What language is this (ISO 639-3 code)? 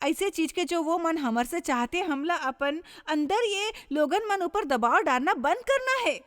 hne